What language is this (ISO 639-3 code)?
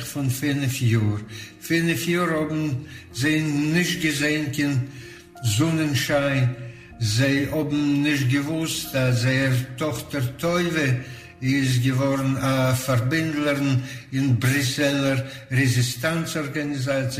yid